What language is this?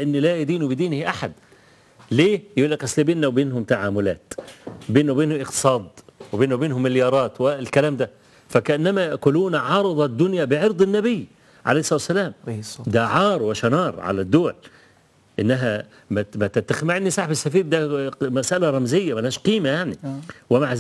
Egyptian Arabic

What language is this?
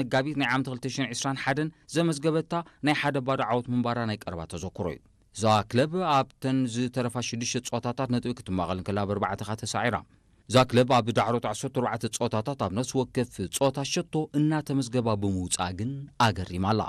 Tigrinya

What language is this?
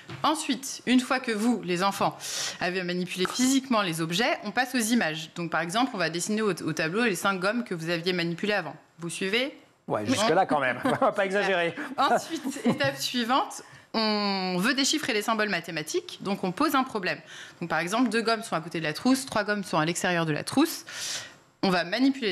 French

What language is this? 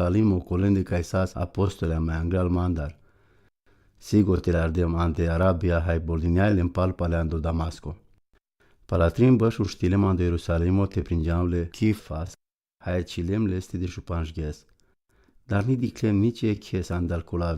Romany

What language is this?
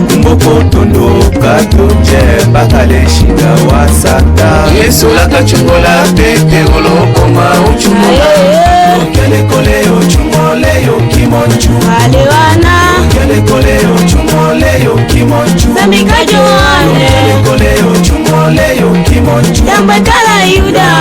Tetela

